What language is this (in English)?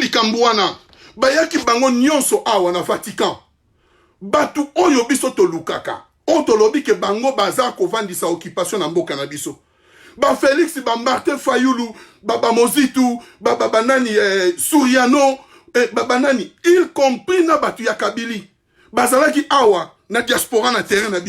Lingala